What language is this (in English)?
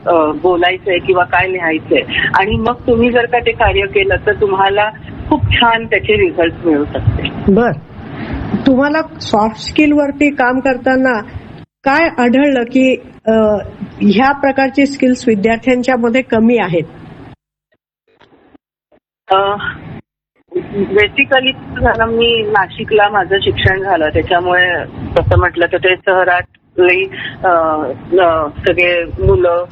Marathi